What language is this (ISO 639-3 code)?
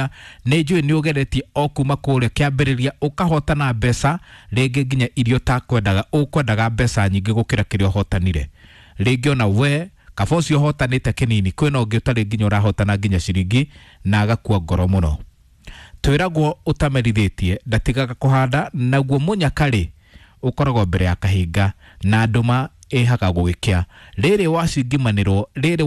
kik